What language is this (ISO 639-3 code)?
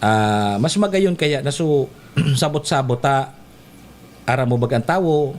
bik